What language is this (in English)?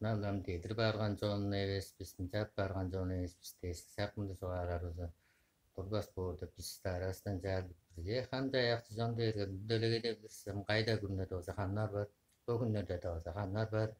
Tuvinian